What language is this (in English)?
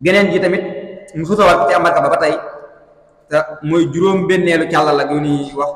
Wolof